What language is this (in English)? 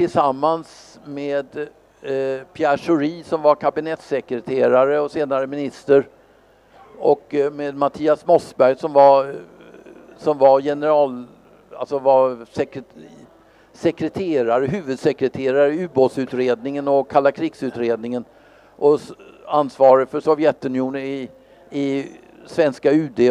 Swedish